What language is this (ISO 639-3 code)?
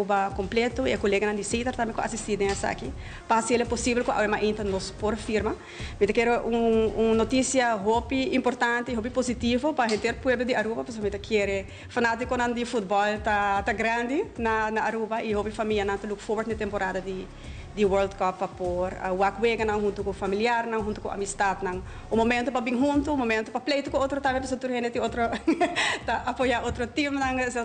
pap